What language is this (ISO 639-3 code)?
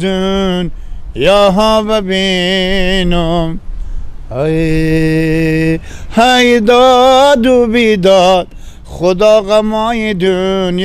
fas